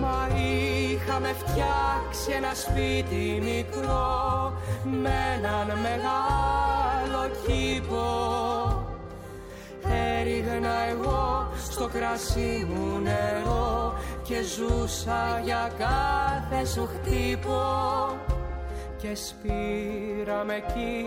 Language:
Greek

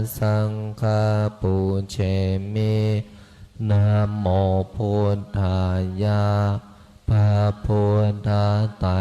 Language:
Pali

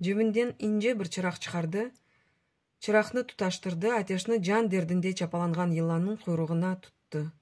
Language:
Crimean Tatar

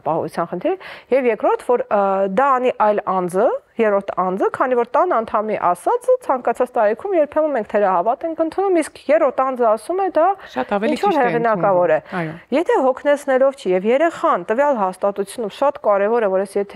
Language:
Armenian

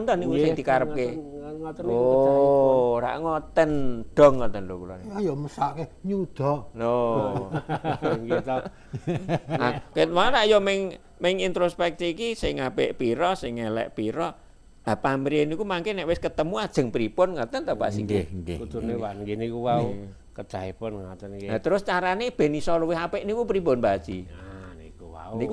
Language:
Javanese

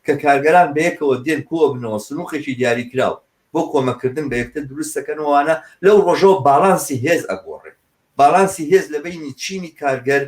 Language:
Central Kurdish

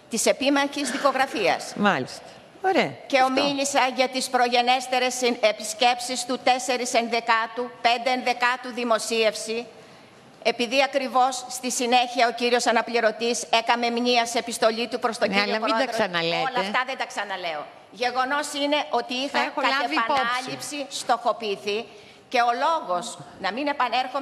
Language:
Greek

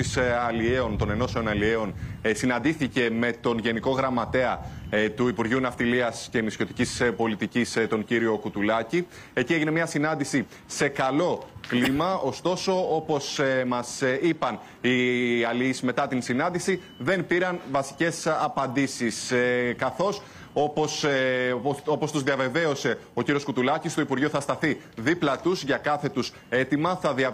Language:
Greek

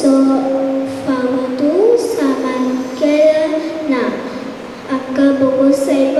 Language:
Konkani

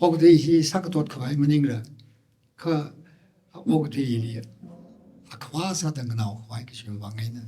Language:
Tangkhul Naga (India)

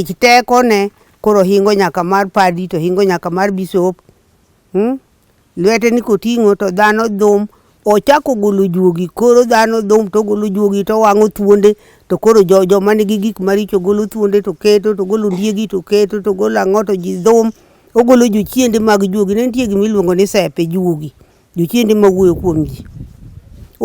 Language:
Luo (Kenya and Tanzania)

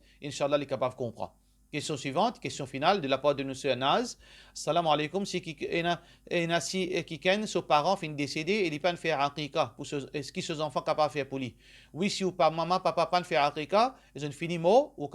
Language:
Morisyen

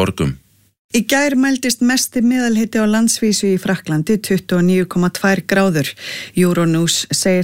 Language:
Icelandic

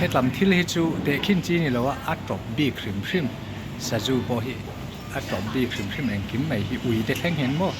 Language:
Mizo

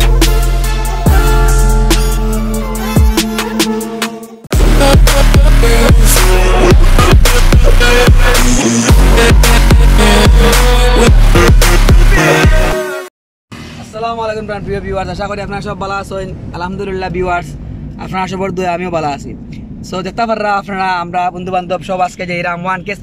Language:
Sylheti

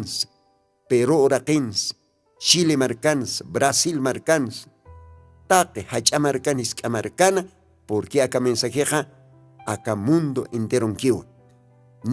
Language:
Aymara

